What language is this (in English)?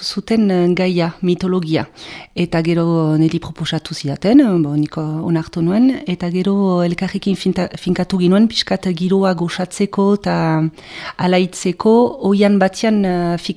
Basque